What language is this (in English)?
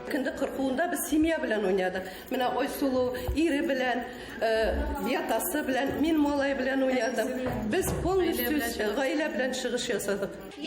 Bashkir